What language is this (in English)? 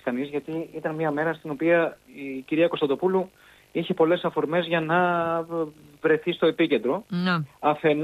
Greek